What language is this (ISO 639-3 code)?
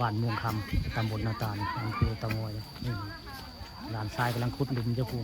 tts